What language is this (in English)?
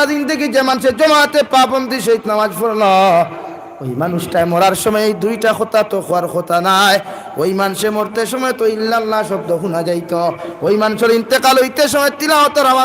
Sylheti